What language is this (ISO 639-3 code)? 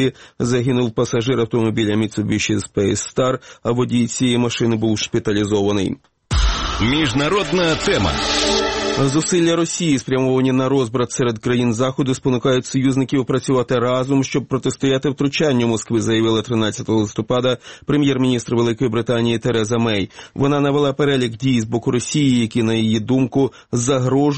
ukr